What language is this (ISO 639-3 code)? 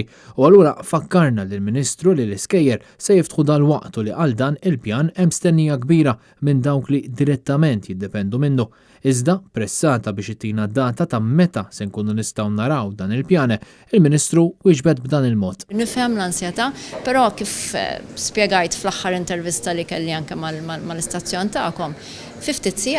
mlt